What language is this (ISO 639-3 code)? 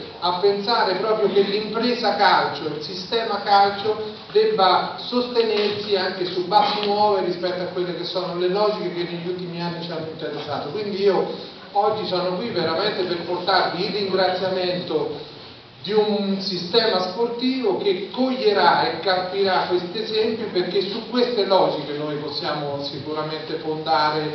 ita